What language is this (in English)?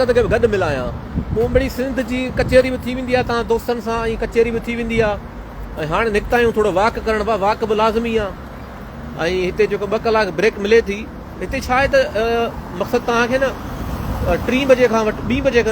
Sindhi